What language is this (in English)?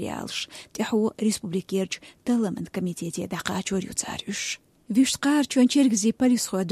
Chechen